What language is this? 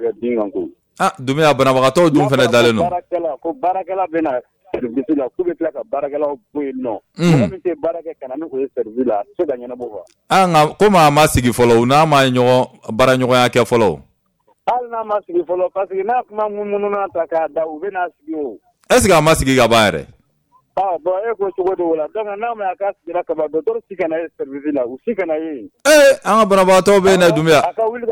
Bambara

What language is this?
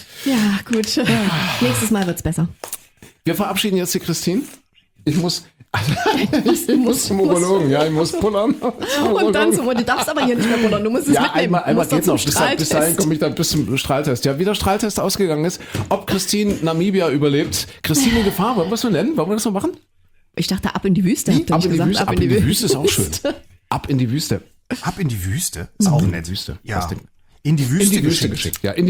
German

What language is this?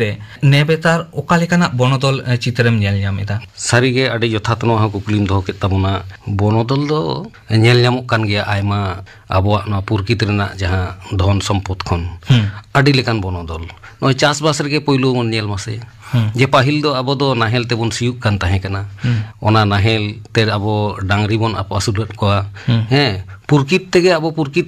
Santali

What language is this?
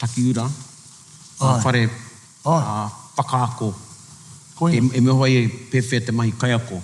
Māori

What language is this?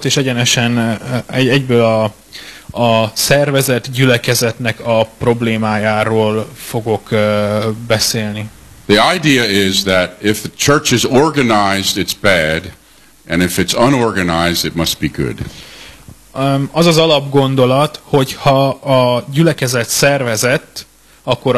Hungarian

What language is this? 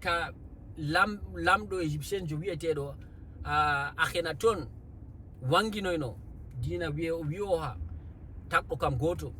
Fula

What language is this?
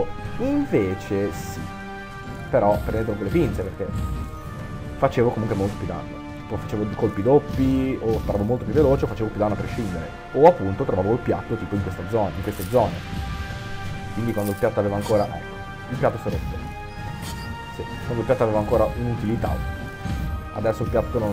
Italian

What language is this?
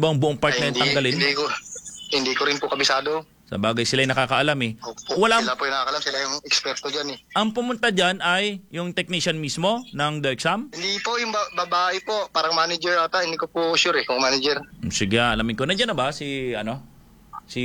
Filipino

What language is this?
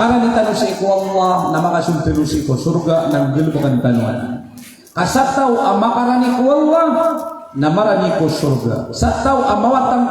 Maranao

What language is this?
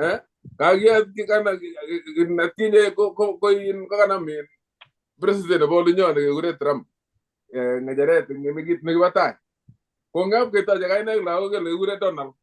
Kalenjin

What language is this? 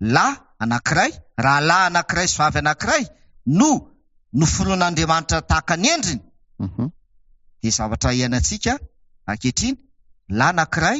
Malagasy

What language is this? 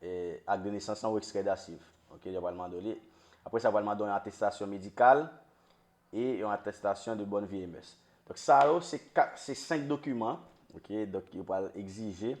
Haitian Creole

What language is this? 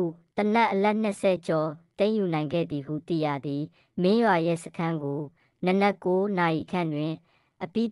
Burmese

